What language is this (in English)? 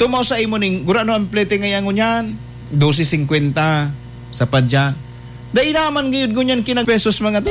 Bikol